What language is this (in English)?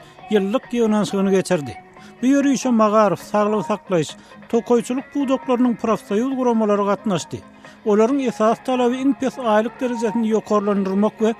Turkmen